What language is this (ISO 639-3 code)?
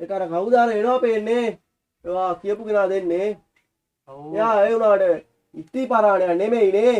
sin